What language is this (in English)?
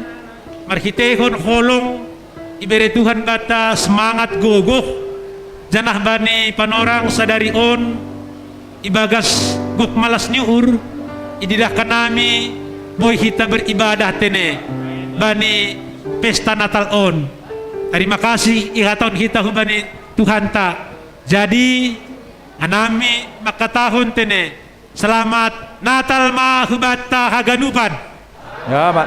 Batak Simalungun